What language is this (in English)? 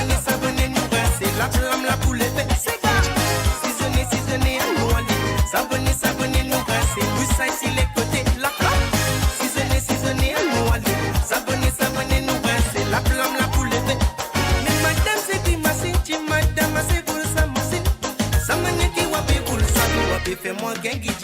Morisyen